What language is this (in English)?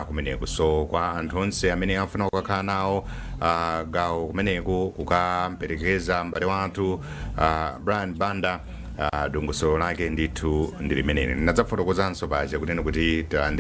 Nyanja